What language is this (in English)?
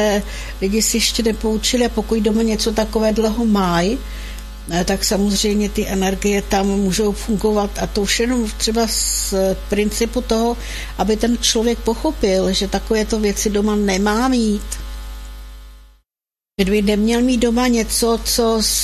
Czech